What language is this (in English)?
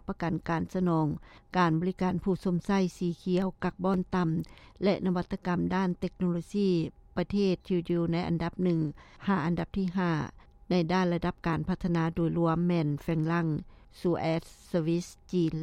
Lao